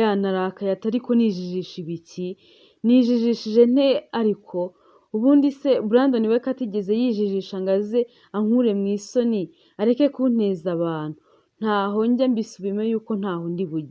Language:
Kinyarwanda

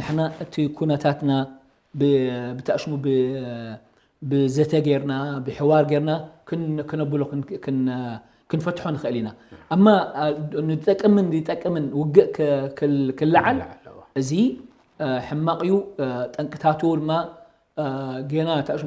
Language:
Tigrinya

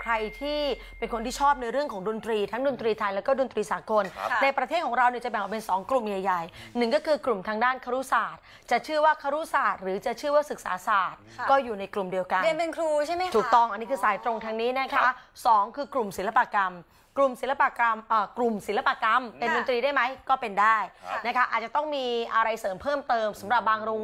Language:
Thai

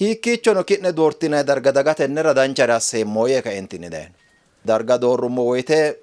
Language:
Sidamo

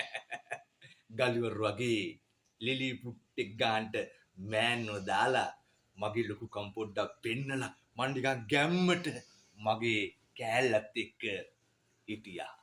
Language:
Sinhala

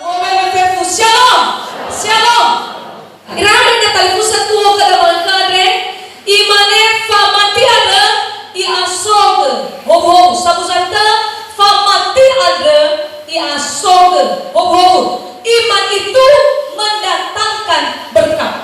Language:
Nias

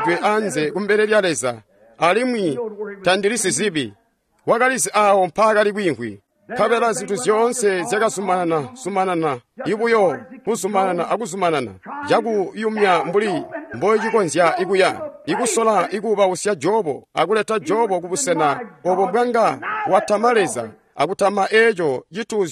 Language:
Tonga (Zambia)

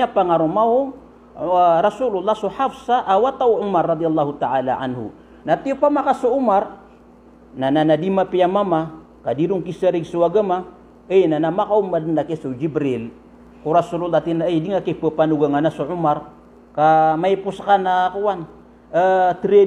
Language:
Maranao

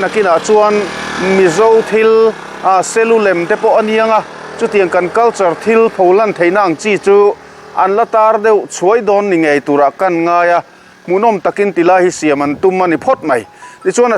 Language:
Mizo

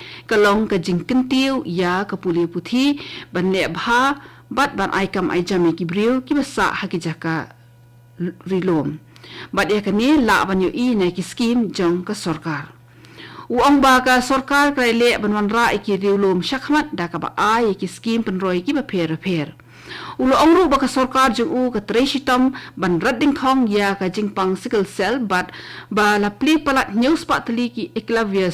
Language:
Khasi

